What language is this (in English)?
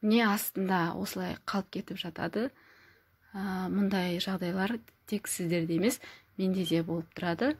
Kazakh